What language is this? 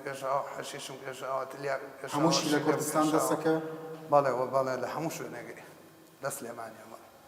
Central Kurdish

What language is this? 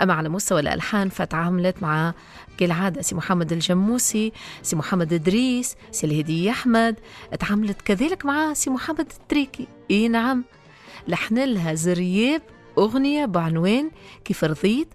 Tunisian Arabic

